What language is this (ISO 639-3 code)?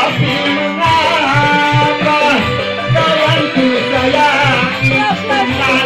bew